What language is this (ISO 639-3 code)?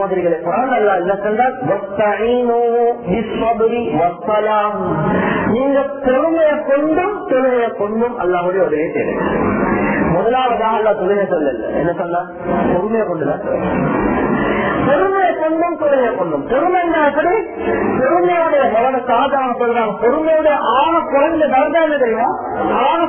tam